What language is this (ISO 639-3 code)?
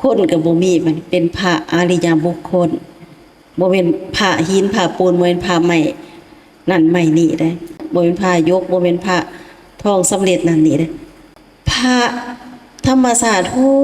lao